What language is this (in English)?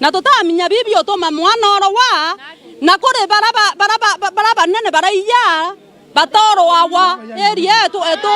Meru